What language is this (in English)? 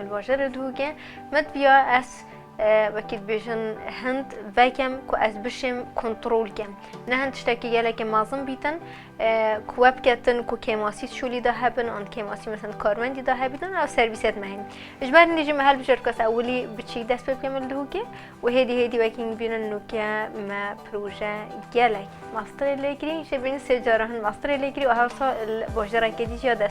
Kurdish